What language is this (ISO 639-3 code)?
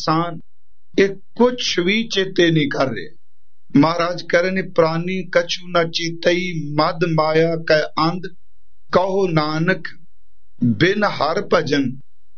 pan